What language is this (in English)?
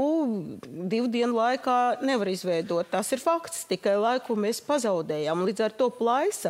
Latvian